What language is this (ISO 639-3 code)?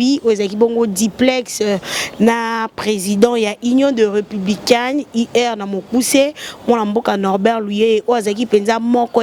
lin